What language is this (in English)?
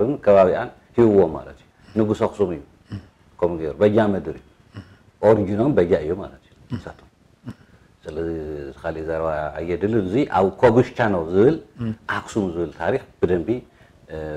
Tigrinya